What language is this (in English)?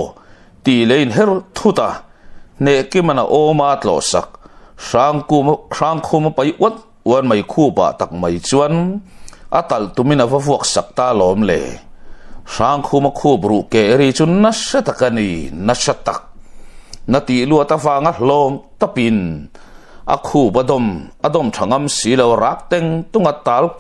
Mizo